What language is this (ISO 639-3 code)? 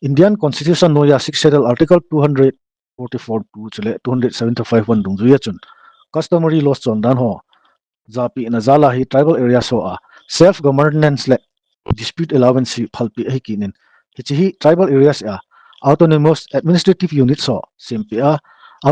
tcz